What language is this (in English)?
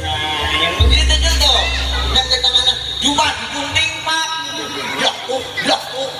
Betawi